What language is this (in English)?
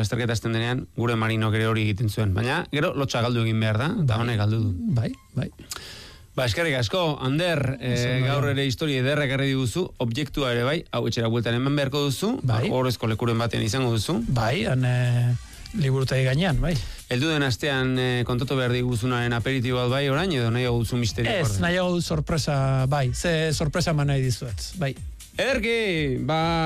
Basque